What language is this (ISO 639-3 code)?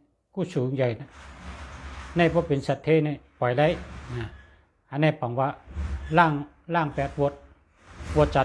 shn